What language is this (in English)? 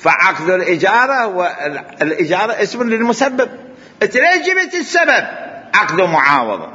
Mesopotamian Arabic